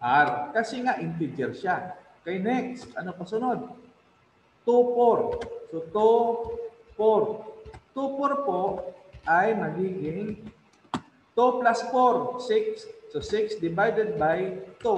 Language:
Filipino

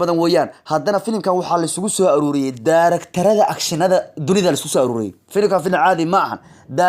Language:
Somali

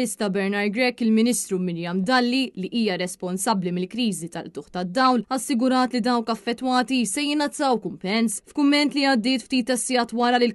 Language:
Maltese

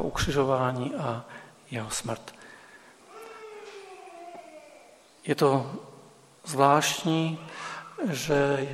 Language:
Czech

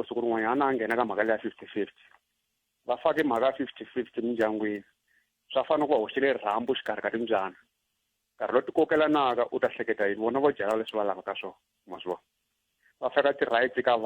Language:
Tsonga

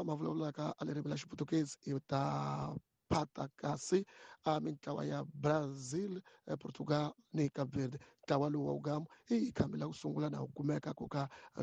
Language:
Tsonga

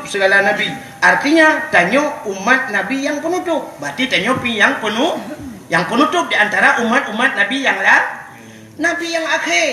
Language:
Achinese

